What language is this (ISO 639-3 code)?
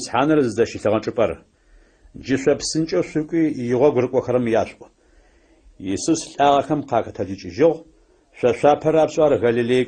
ady